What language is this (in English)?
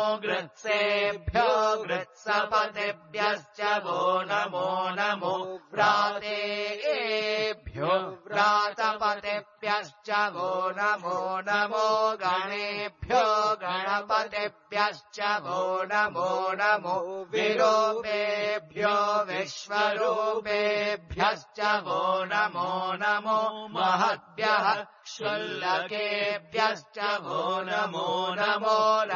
Sanskrit